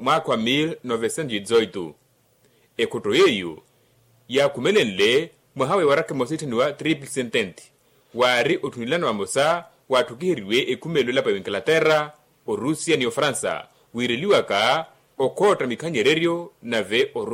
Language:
Makhuwa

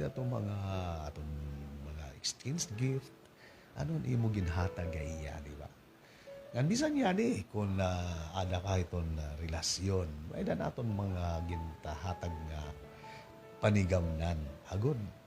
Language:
Waray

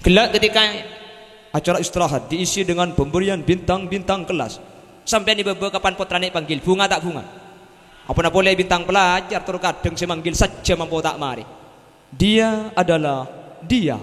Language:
Madurese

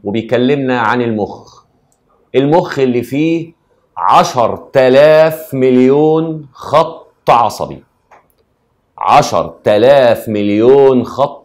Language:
Egyptian Arabic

